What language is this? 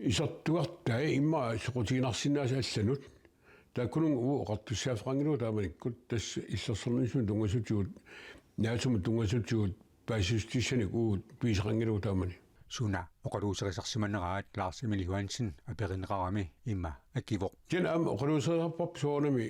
Kalaallisut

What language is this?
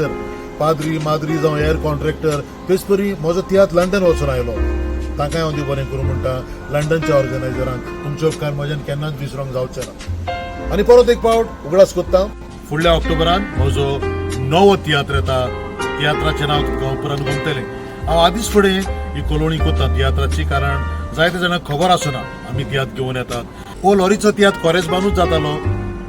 Konkani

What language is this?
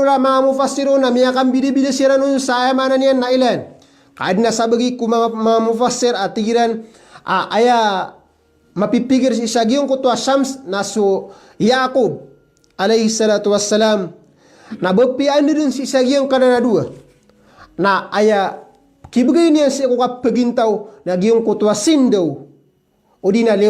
Maranao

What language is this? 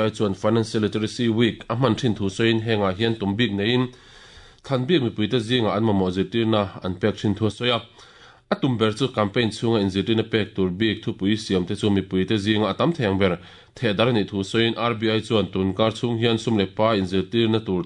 Mizo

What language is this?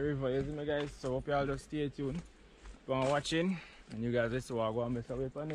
Jamaican Creole English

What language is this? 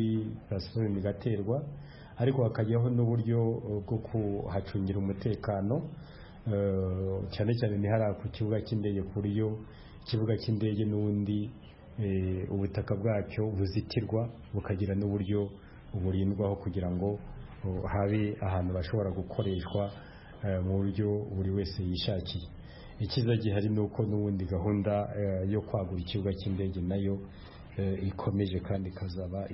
Kinyarwanda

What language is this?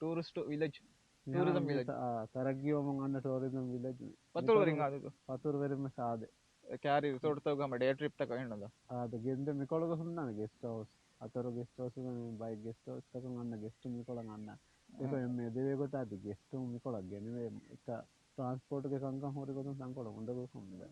Divehi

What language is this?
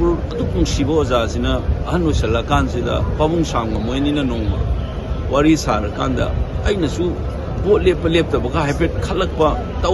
Manipuri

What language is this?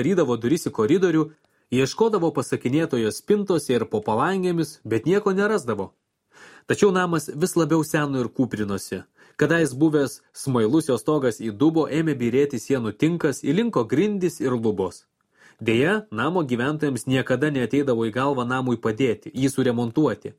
Lithuanian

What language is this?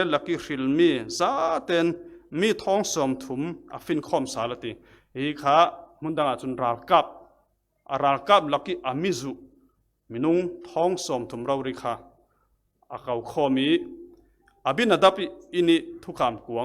Falam Chin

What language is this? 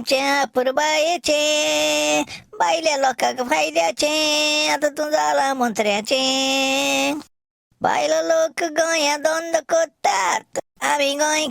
Konkani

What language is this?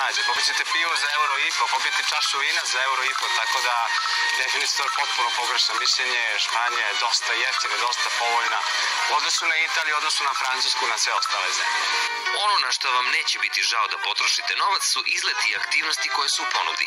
Serbian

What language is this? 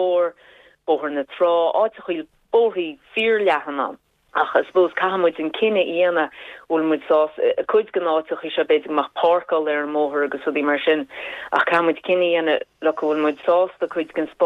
Irish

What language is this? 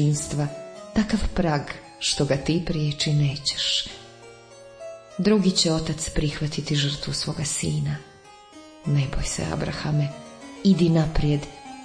Croatian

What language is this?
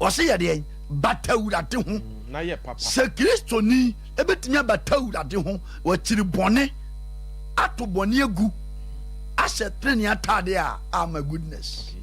Akan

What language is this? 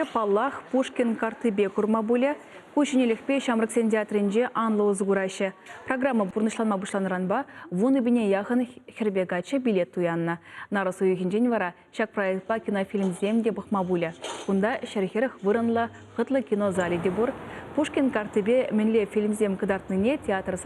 Chuvash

